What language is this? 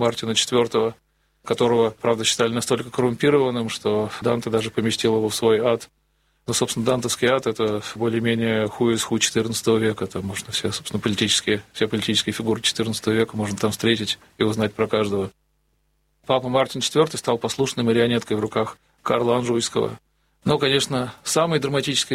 Russian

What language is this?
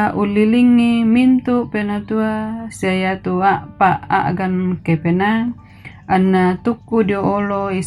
Toraja-Sa'dan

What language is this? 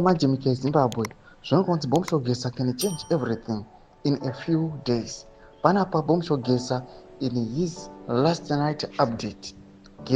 Shona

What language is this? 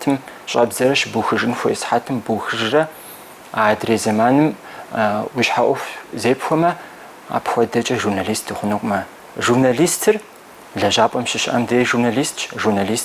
Kabardian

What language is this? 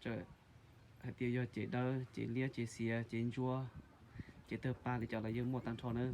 Hmong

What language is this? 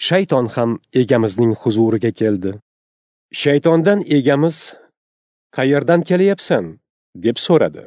Uzbek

